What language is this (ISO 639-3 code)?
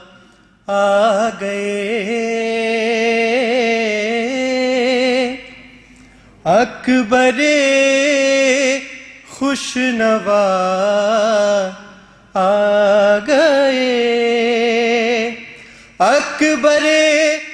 urd